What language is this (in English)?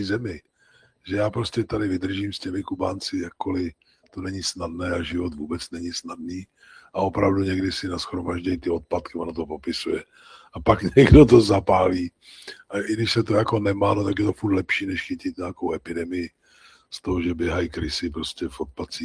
Czech